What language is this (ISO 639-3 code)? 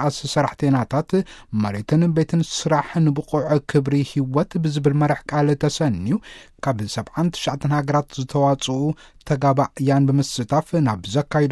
tir